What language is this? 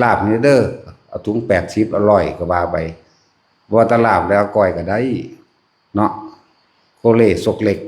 Lao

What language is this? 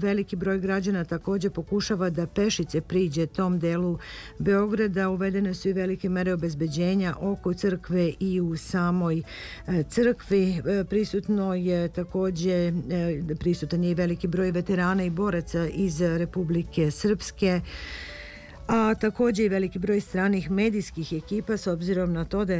Serbian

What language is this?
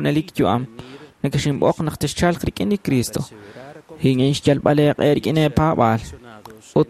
Kekchí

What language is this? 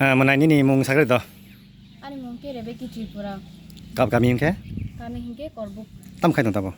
Kok Borok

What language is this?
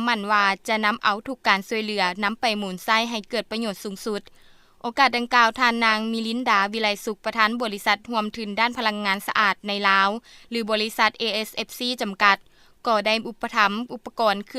Lao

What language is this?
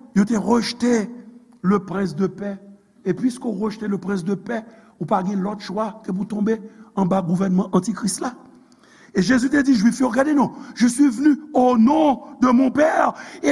Haitian Creole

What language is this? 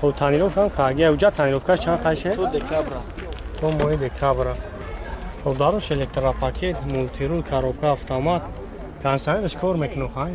Tajik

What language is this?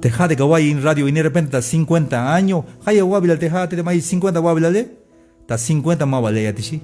Tzeltal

